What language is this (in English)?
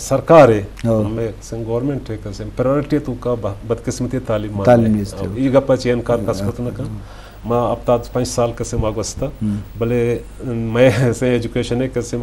Eastern Balochi